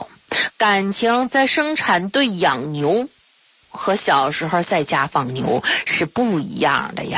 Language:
Chinese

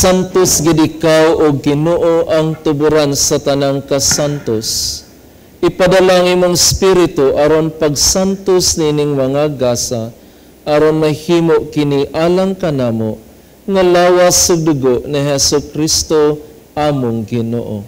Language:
Cebuano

